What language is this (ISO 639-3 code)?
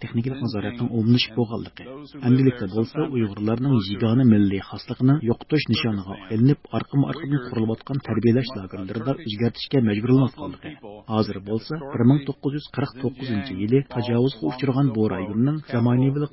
uig